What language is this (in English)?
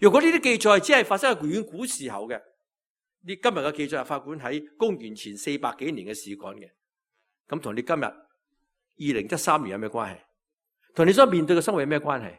Cantonese